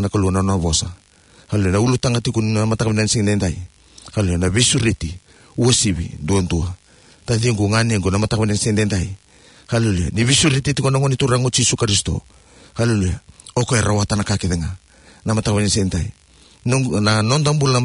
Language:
Fijian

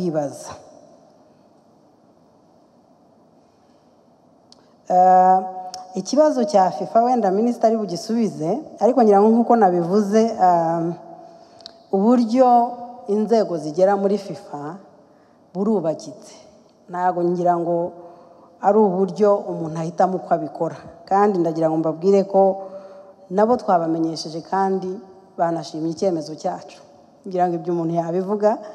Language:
Kinyarwanda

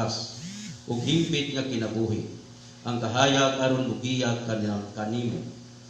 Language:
Cebuano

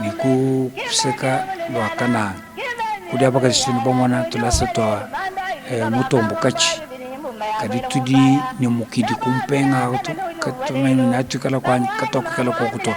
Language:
Luba-Lulua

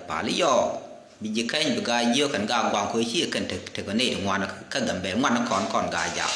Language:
Nuer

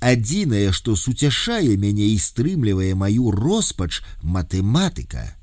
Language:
Belarusian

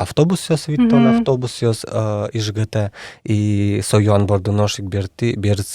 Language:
Udmurt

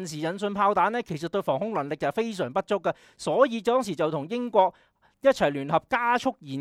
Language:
Cantonese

